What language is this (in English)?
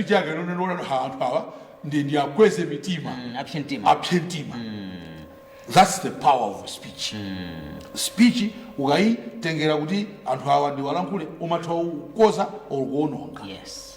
Nyanja